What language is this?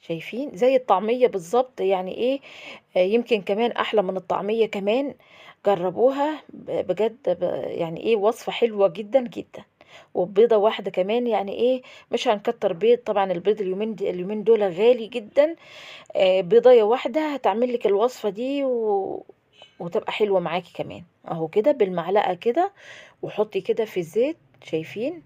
Egyptian Arabic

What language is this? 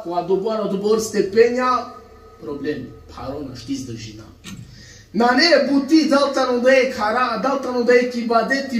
Balkan Romani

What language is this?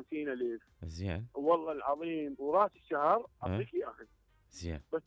Mesopotamian Arabic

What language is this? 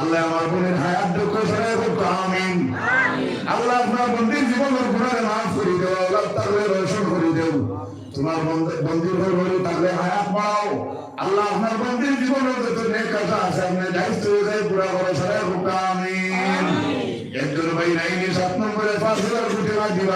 Sylheti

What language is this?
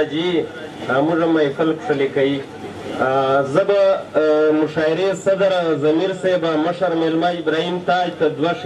Pashto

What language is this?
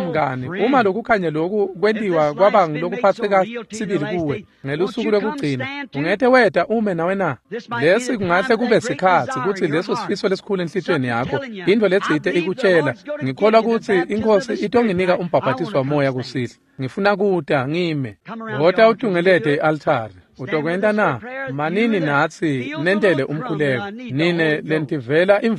Swati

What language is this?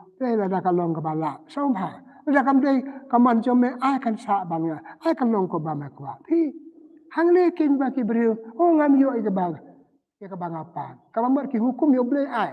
Khasi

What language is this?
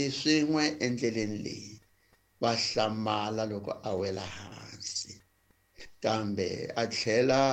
Tsonga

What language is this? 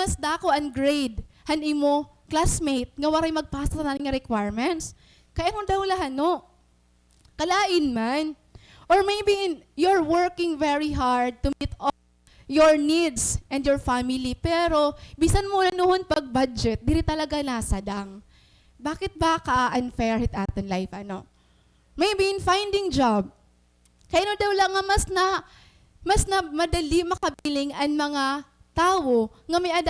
Waray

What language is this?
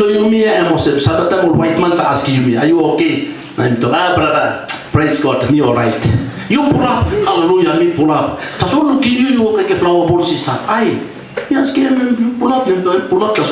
Tok Pisin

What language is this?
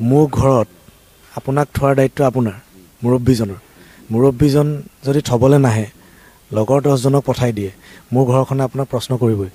Assamese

